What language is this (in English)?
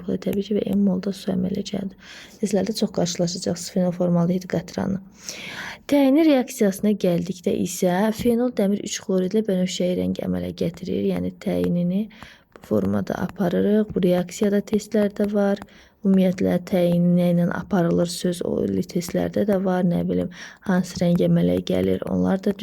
Azerbaijani